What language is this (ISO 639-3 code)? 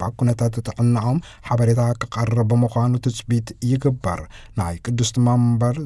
tir